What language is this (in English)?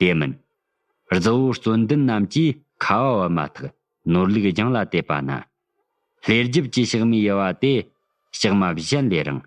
Tibetan